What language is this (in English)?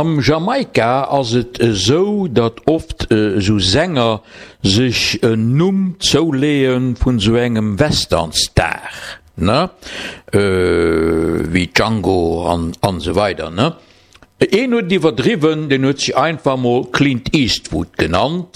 Luxembourgish